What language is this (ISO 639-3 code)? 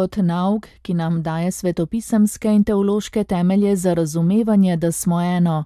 slv